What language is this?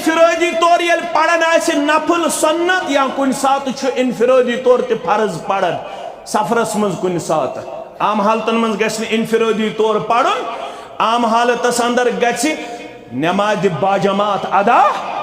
Kashmiri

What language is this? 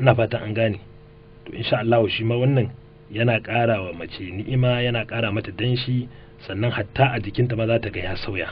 Hausa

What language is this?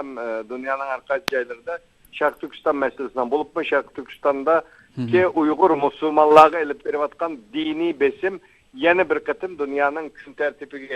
Uyghur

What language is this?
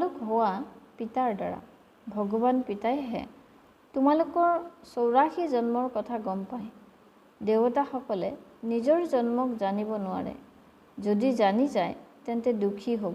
Assamese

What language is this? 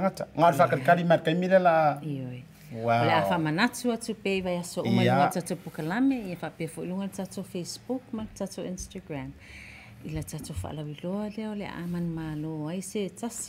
Samoan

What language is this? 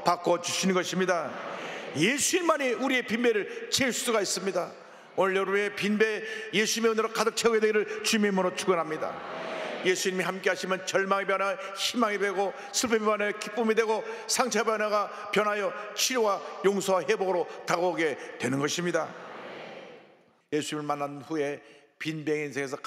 Korean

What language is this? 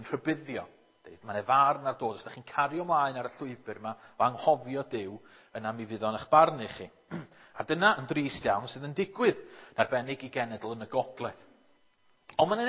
Welsh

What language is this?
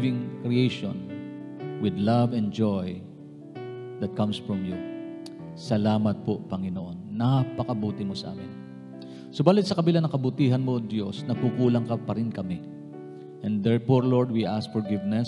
Filipino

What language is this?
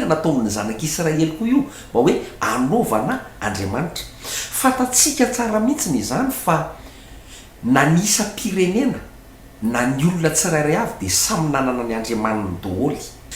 Malagasy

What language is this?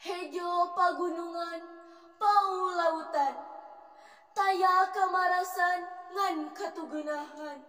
Sundanese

